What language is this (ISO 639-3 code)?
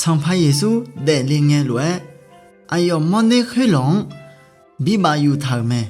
ahk